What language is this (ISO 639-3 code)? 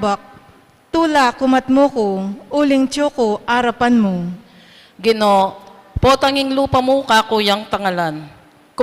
pam